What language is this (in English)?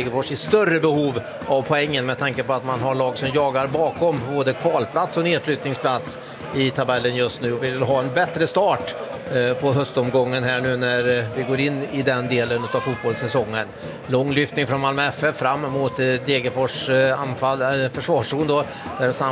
Swedish